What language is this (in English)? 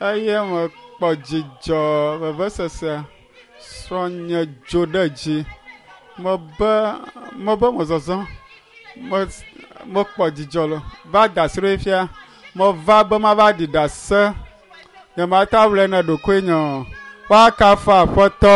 Ewe